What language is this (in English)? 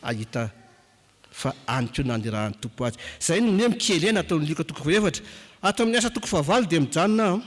Malagasy